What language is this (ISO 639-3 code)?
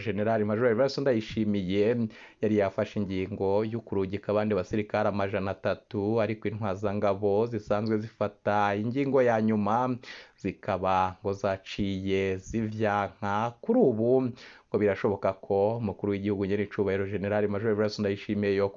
run